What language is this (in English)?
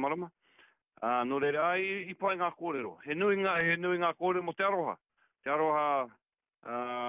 Māori